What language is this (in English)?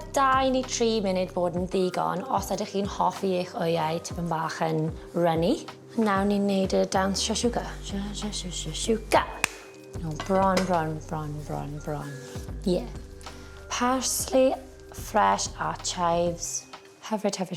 Welsh